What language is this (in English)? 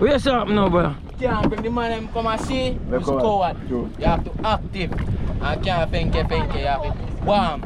Jamaican Creole English